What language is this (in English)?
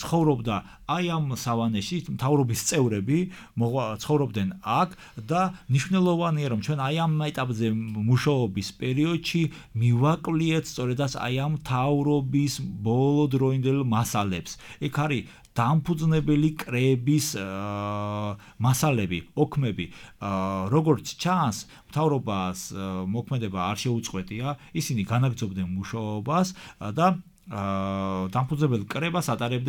Georgian